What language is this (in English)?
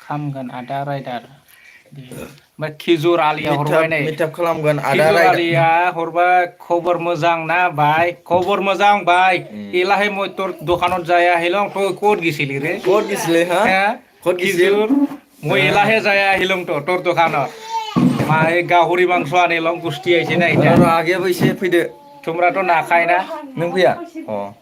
Bodo